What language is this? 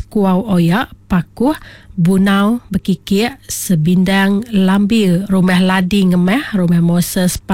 Iban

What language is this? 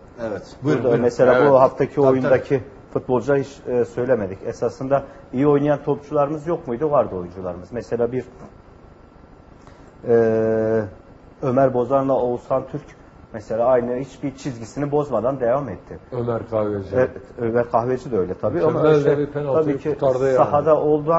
Turkish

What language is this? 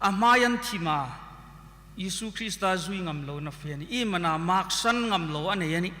Hmar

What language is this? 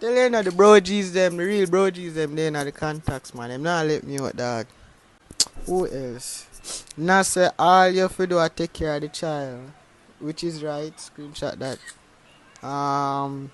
Jamaican Creole English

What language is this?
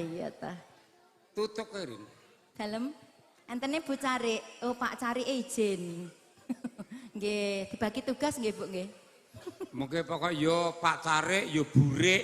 Javanese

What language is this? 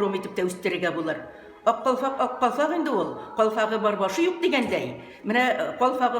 Tatar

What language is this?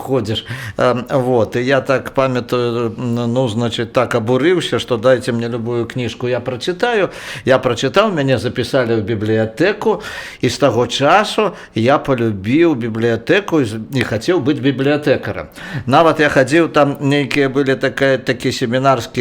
Belarusian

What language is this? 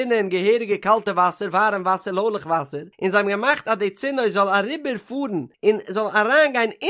Yiddish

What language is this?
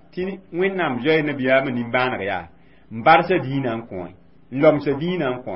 Mossi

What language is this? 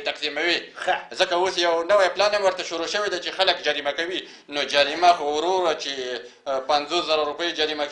Pashto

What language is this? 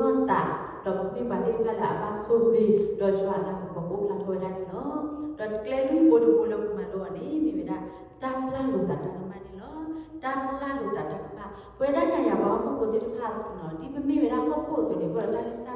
S'gaw Karen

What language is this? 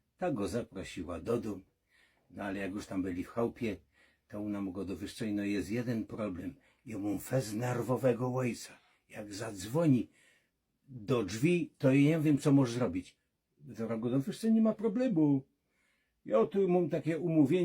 Silesian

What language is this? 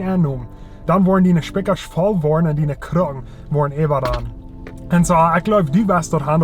Plautdietsch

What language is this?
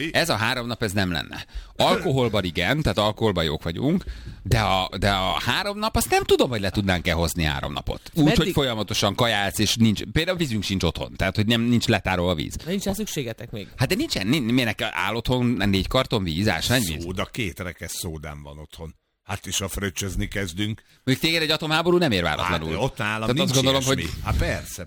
Hungarian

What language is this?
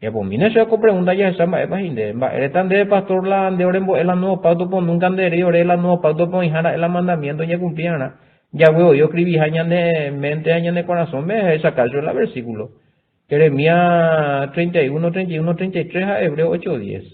Guarani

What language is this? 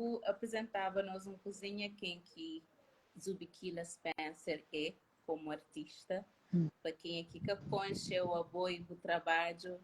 Kabuverdianu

